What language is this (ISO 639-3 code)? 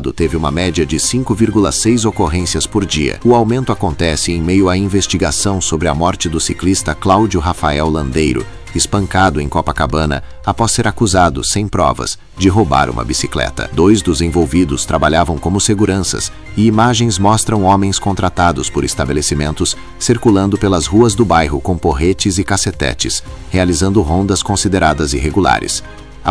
por